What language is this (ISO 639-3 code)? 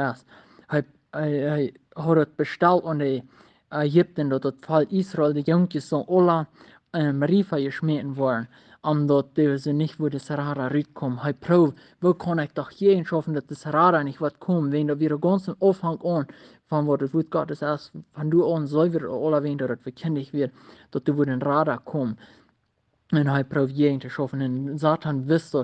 pdt